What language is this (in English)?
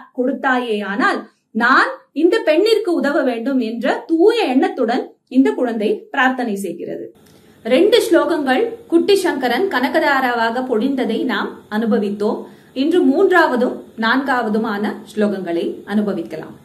Tamil